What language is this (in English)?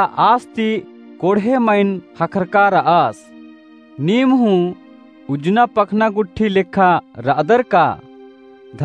Kurukh